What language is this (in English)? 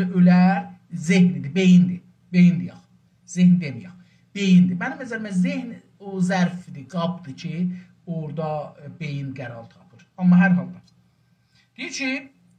South Azerbaijani